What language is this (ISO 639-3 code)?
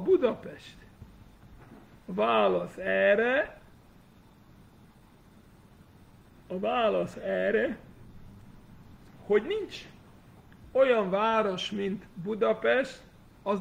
hun